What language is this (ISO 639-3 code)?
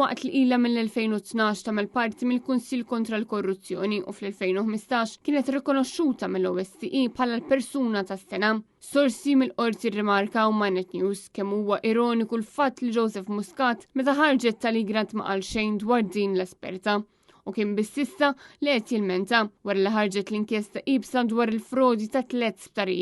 mlt